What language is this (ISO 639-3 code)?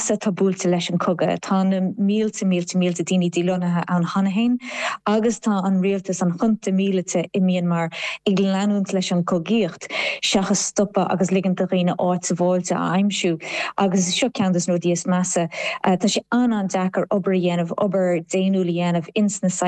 gle